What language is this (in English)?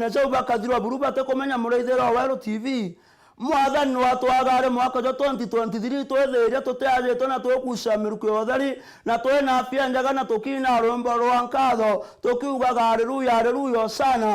Meru